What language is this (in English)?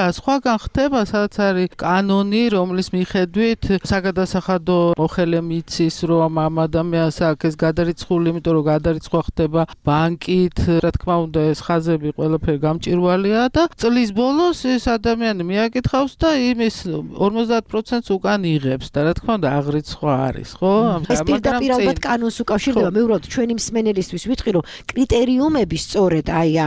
Georgian